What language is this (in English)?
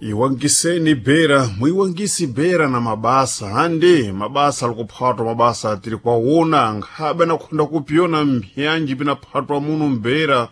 Sena